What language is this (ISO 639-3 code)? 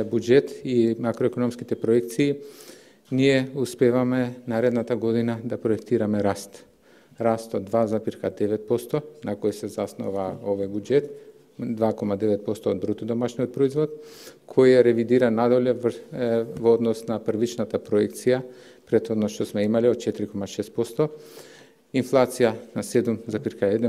mkd